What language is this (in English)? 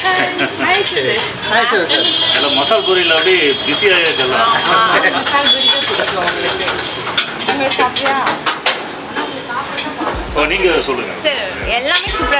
Tamil